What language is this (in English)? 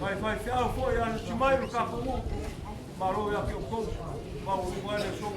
Samoan